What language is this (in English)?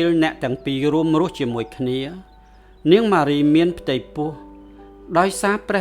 Khmer